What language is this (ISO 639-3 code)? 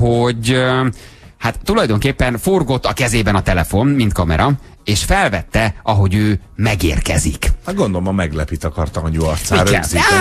hun